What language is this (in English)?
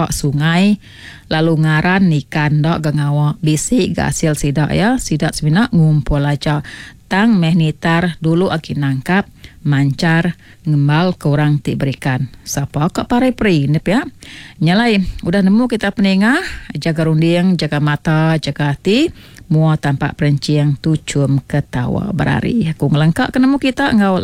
Iban